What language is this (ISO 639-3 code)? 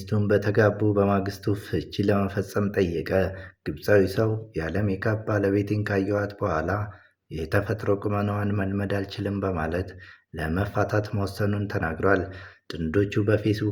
amh